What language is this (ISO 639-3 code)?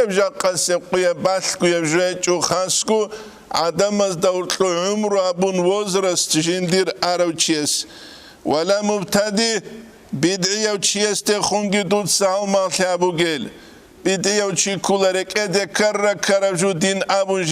ava